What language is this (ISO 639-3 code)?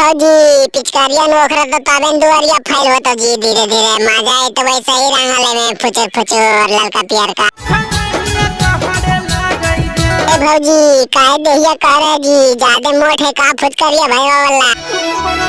mag